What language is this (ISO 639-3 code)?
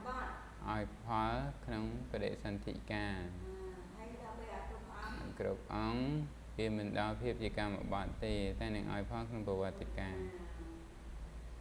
khm